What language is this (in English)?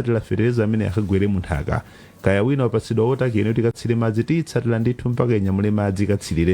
Nyanja